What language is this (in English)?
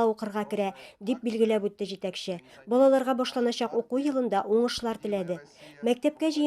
Tatar